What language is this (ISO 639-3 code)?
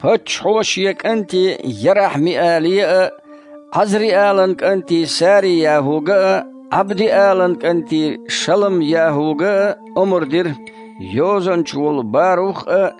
che